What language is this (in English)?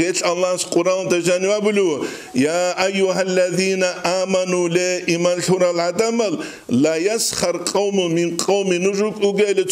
Avaric